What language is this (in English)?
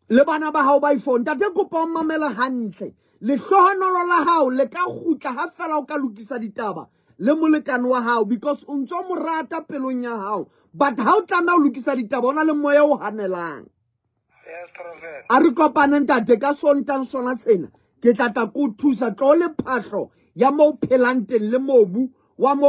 Southern Sotho